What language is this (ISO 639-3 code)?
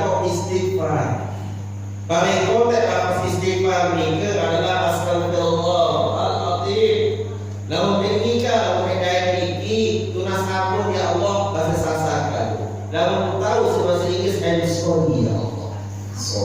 sas